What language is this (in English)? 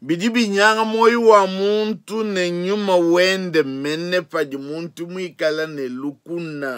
Luba-Lulua